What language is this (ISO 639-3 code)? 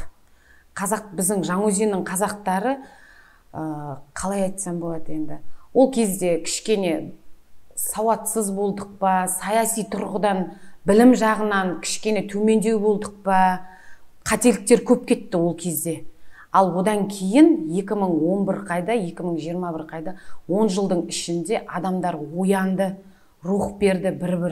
kaz